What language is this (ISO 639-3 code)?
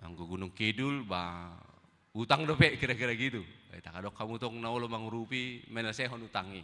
bbc